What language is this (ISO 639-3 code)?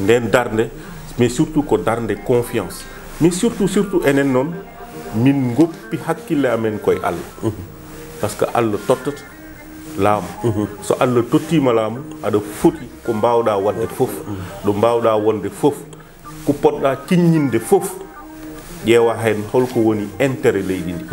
ful